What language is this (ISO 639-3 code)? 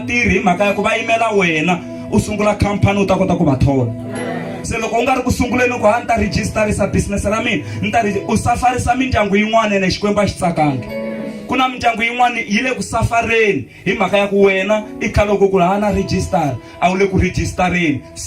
tso